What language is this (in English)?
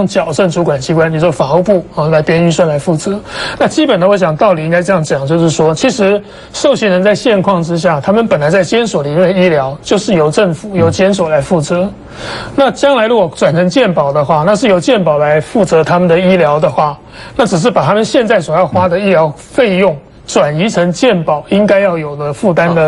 Chinese